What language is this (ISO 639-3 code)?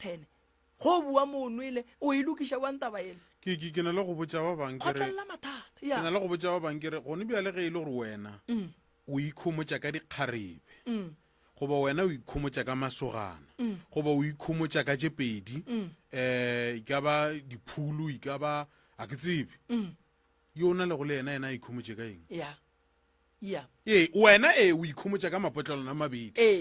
nso